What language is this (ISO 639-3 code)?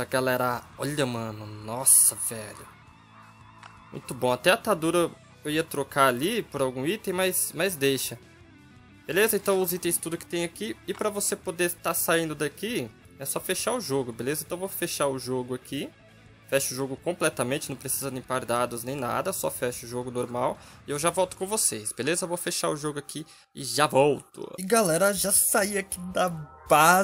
por